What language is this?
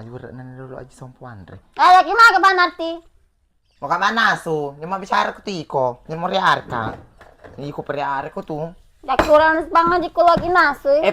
Buginese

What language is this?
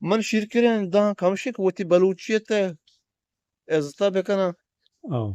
Eastern Balochi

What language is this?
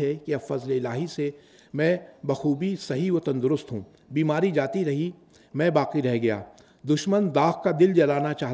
Urdu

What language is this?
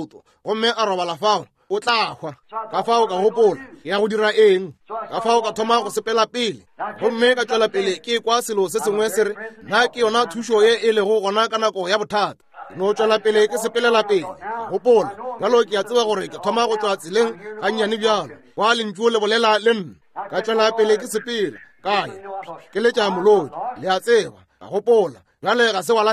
Northern Sotho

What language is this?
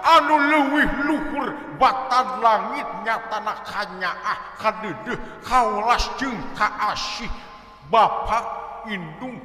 Sundanese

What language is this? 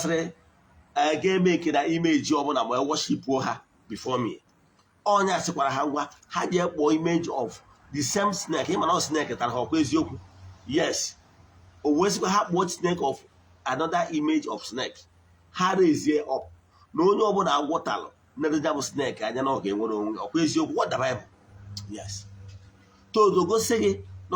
Igbo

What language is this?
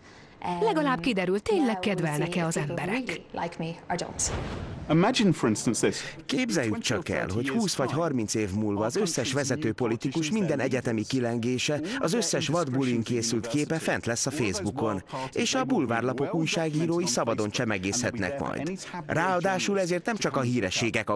Hungarian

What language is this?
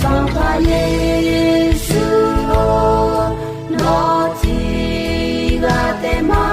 Akha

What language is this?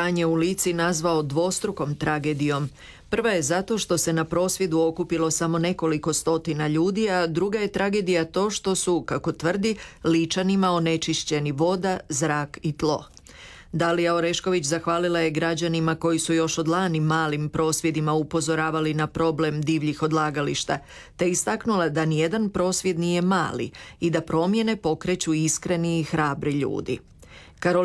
Croatian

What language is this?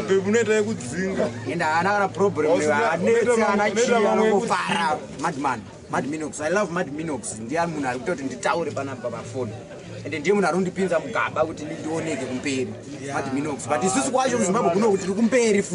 Shona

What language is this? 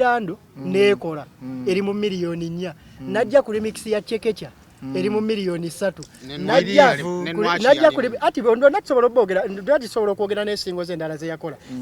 Ganda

